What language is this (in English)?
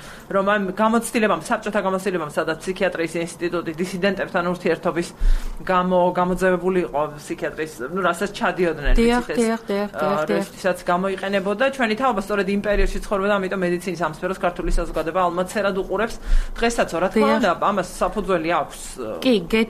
Georgian